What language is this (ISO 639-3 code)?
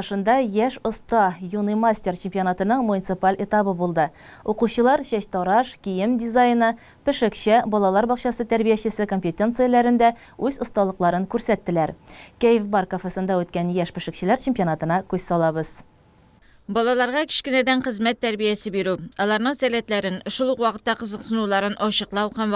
tat